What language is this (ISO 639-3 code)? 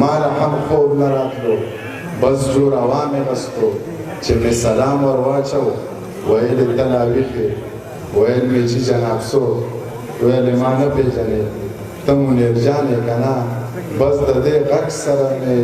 pus